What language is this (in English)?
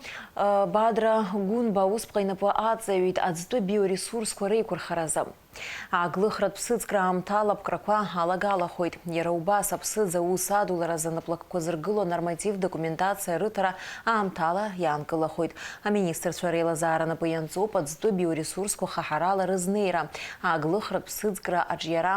Abkhazian